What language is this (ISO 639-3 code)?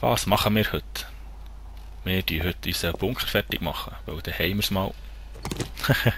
gsw